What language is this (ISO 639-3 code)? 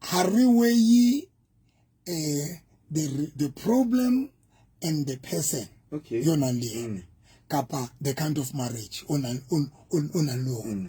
sot